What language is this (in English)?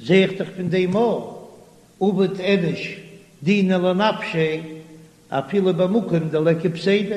Yiddish